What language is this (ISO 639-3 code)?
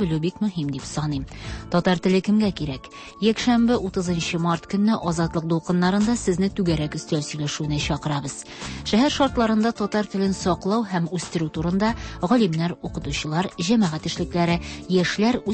tat